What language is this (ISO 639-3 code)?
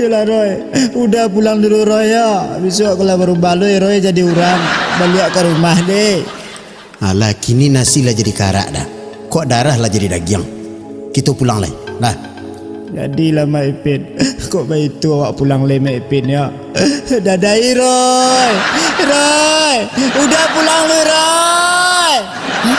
min